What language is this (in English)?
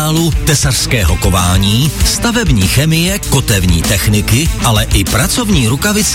Czech